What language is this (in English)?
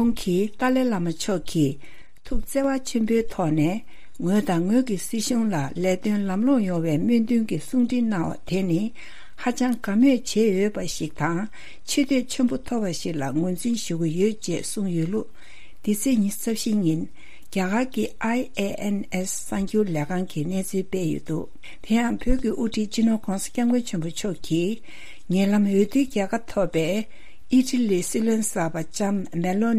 Tibetan